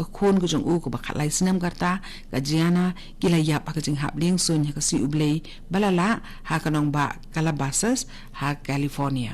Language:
Khasi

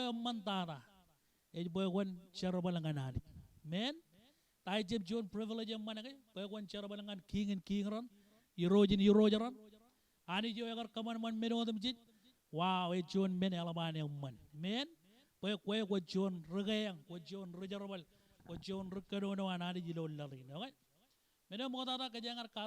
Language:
Marshallese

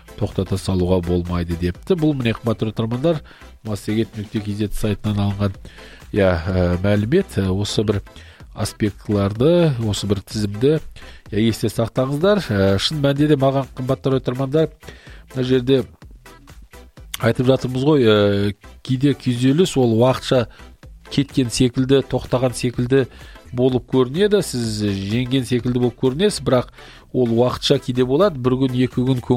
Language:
Kazakh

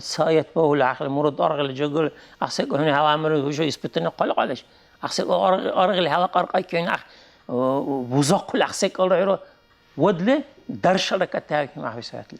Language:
Dargwa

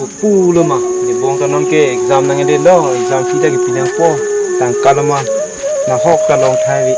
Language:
Karbi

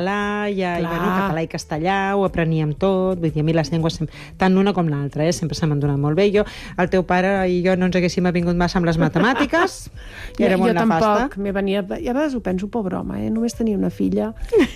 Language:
Catalan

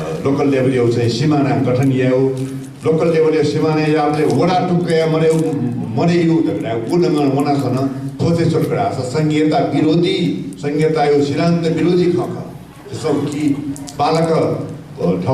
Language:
Newari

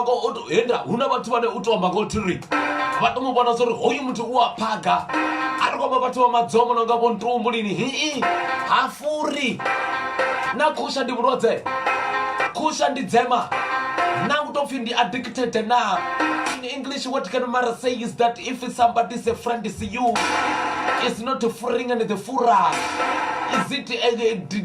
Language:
Venda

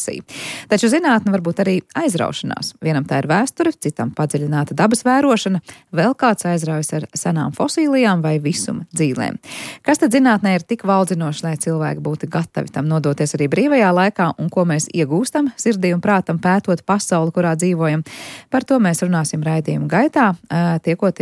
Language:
Latvian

